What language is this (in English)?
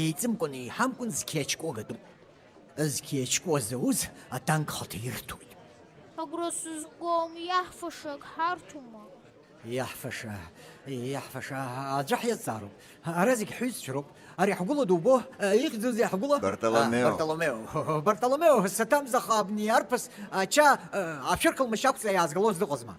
Abkhazian